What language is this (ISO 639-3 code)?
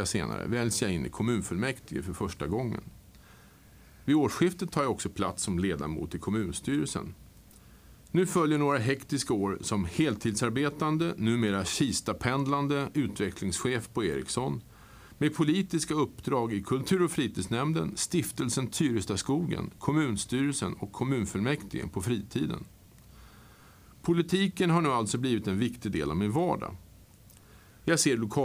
swe